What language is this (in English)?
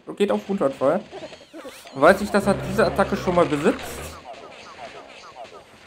German